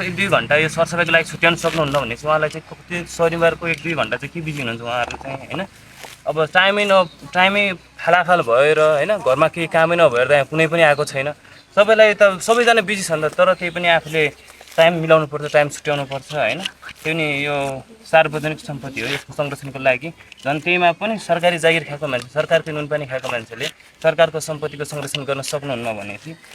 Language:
Nepali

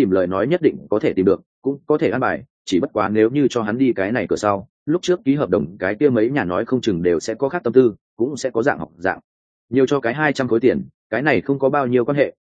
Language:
Vietnamese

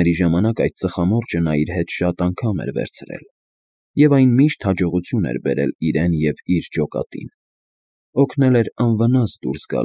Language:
Armenian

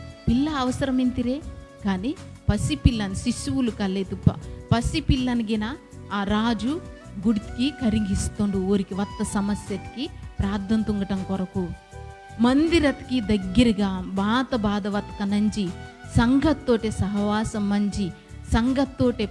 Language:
Koya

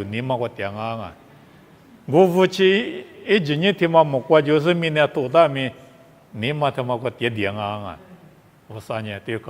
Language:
Lisu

